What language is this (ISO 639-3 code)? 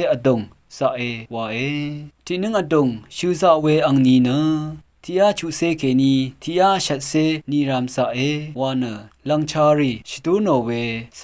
raw